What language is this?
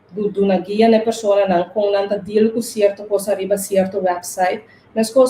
Papiamento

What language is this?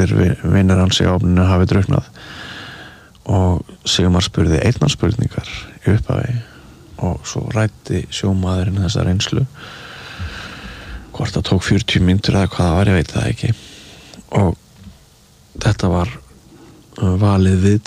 Icelandic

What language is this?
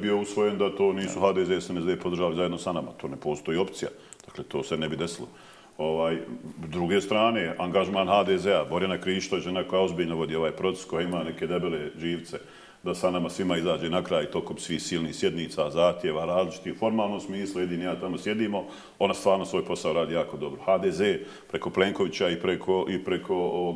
Bosnian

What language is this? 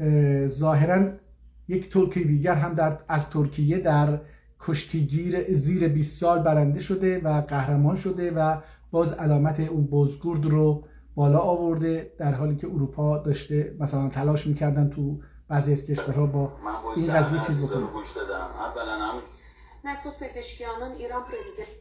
South Azerbaijani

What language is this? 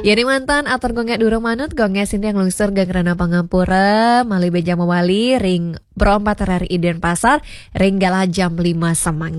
Balinese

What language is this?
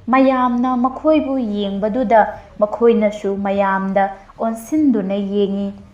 Manipuri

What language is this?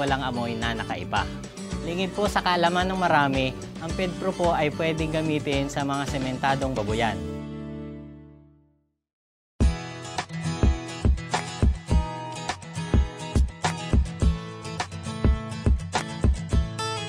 Filipino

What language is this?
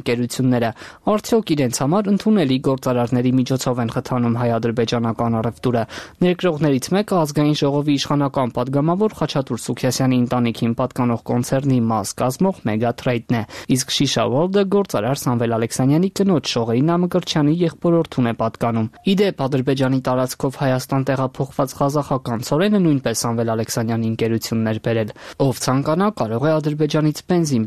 Armenian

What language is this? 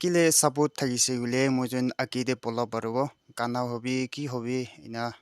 Naga Pidgin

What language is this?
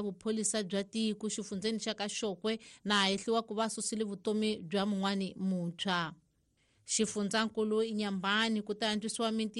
Tsonga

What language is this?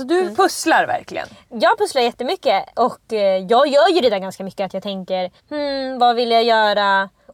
Swedish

